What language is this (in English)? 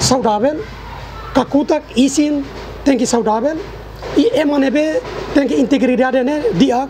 Tetum